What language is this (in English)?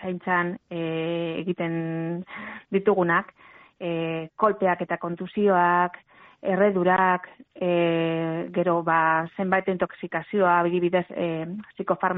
Basque